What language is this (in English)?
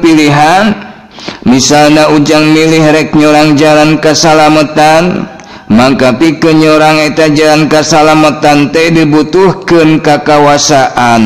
Sundanese